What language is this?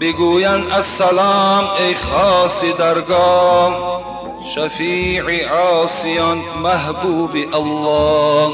Tajik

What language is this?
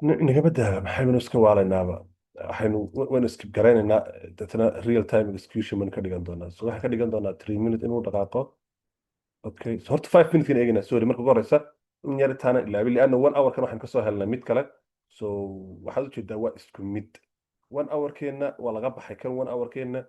Somali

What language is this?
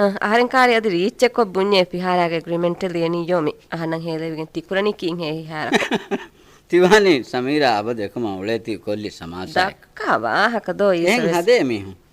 Divehi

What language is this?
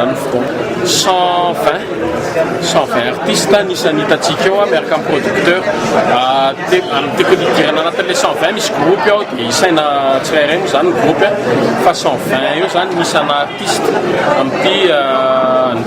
Malagasy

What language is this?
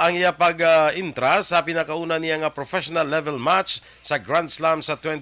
Hiligaynon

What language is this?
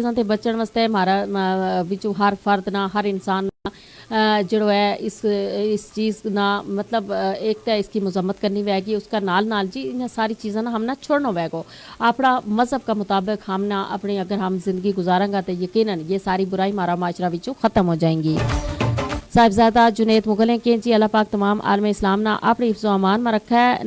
Gujari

